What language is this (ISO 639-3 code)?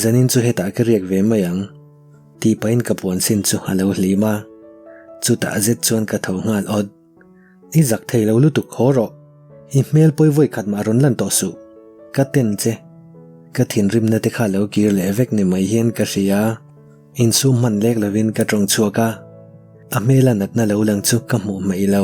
lus